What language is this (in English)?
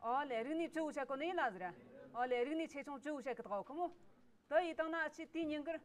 Tibetan